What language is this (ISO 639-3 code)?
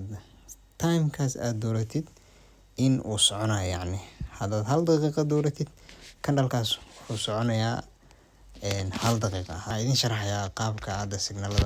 som